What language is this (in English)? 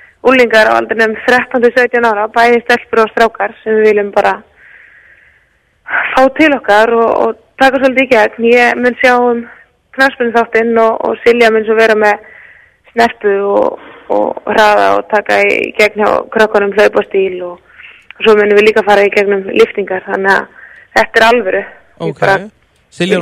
Icelandic